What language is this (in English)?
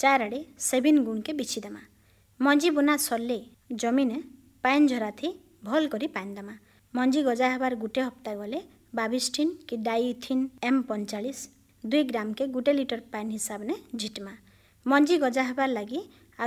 Odia